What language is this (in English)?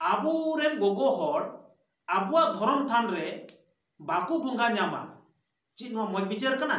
Santali